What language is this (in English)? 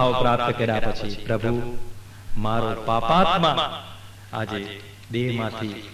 Gujarati